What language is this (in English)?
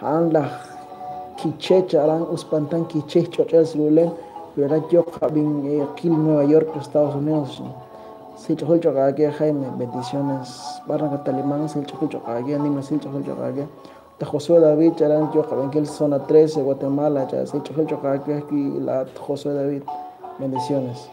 Kekchí